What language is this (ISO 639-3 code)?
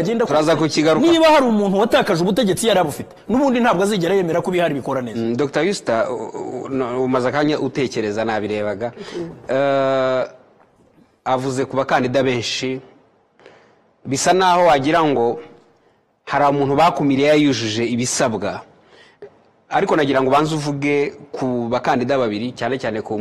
kin